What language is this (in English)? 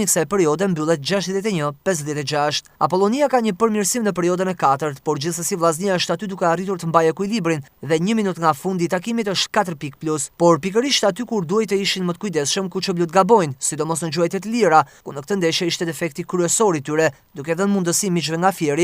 Albanian